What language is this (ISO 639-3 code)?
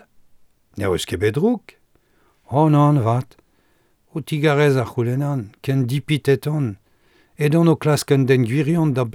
bre